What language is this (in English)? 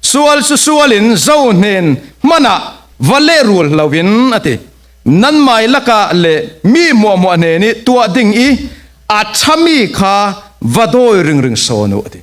Falam Chin